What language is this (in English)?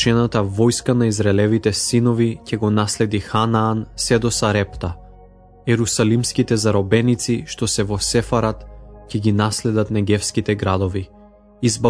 Macedonian